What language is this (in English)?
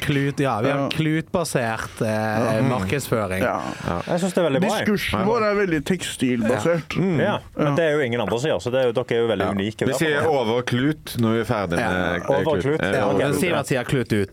Norwegian